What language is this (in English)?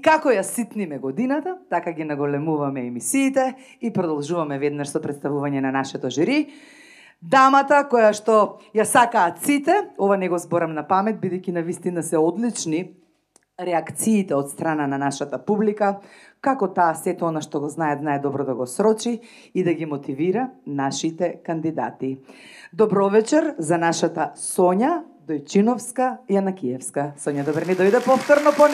Macedonian